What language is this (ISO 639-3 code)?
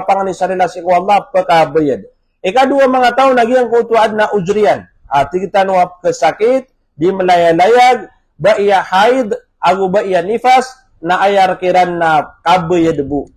mrw